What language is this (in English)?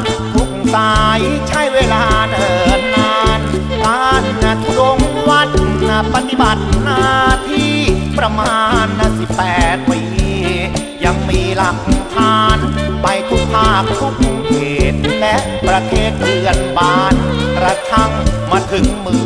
Thai